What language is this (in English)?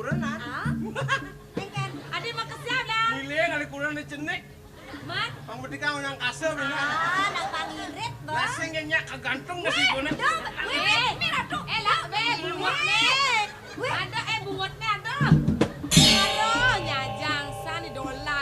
Balinese